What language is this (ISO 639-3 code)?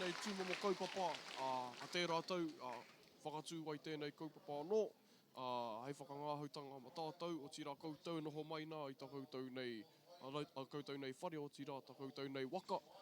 mri